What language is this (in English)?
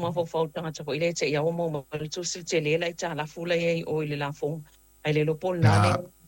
Samoan